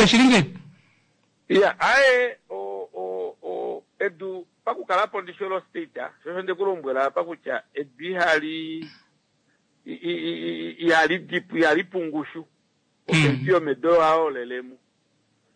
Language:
Kuanyama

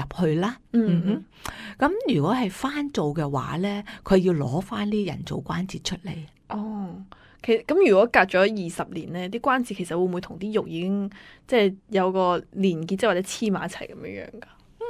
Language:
Cantonese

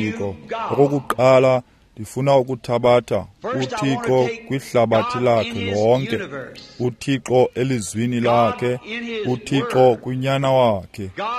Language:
Xhosa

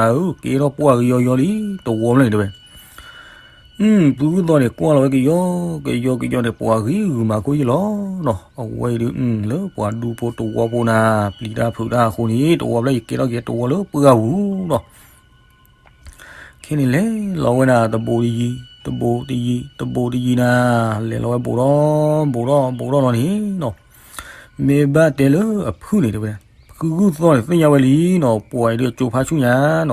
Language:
S'gaw Karen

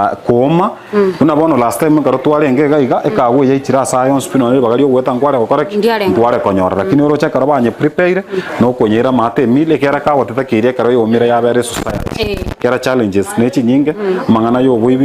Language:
Gusii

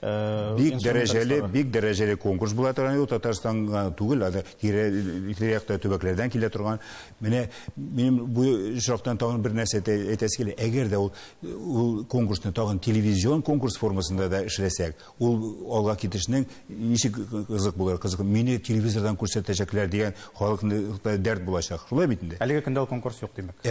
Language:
Tatar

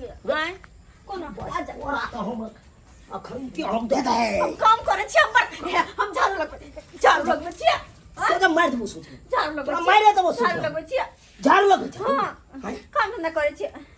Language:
Maithili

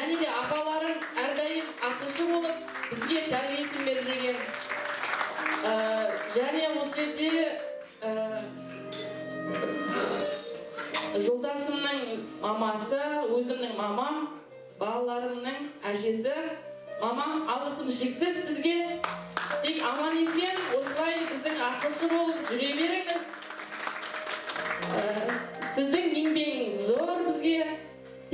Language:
Kazakh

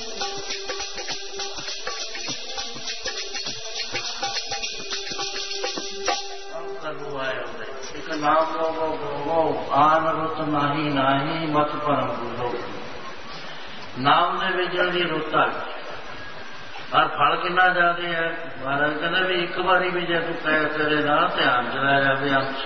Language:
Punjabi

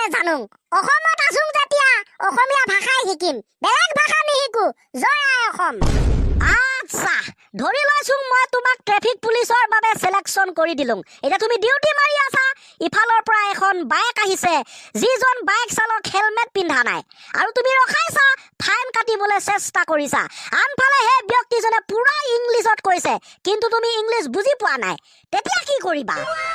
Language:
Assamese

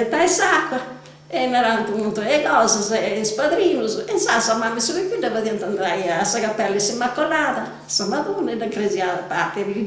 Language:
Sardinian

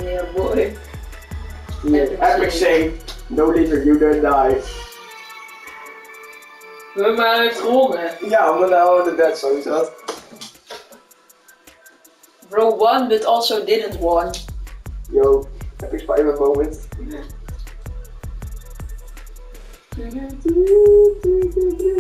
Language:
Dutch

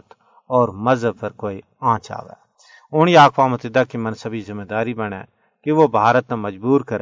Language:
Gujari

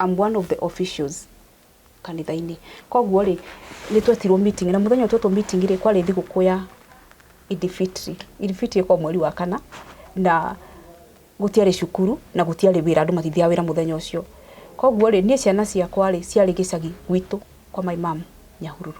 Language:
Kikuyu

